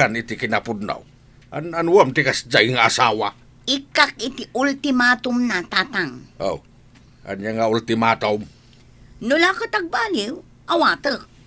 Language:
Iloko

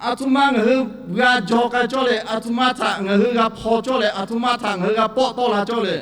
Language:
Lahu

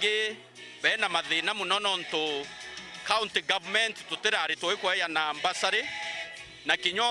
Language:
Meru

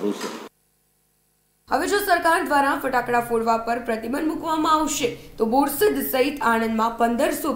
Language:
Gujarati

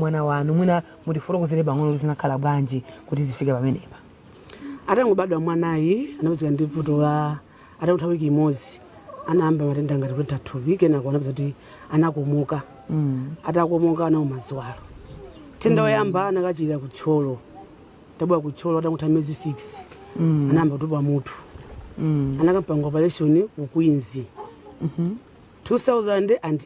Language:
Nyanja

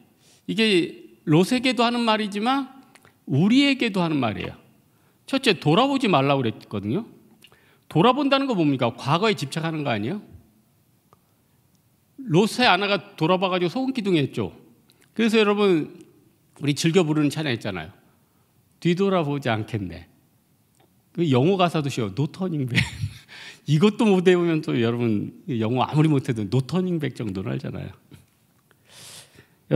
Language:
Korean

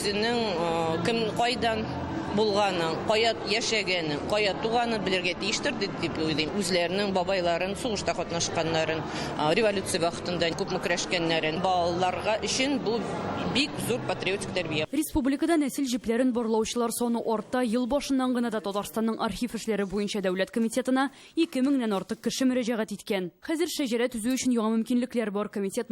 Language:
Tatar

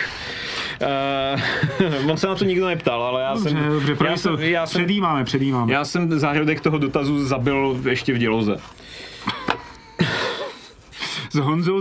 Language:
Czech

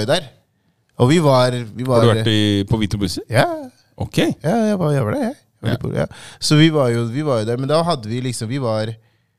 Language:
Norwegian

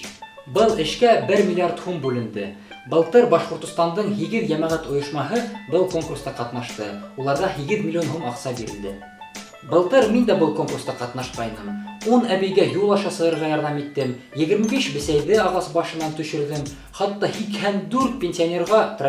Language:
Bashkir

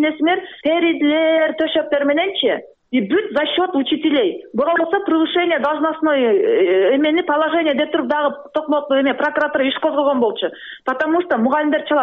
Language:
Kyrgyz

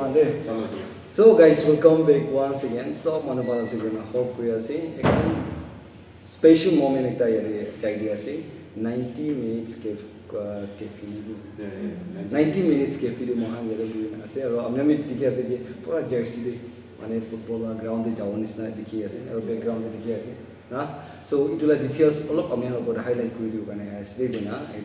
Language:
Naga Pidgin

